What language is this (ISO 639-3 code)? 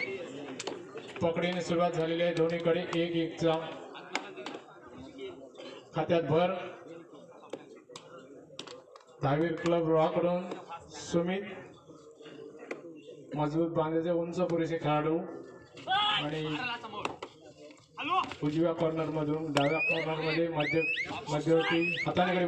mar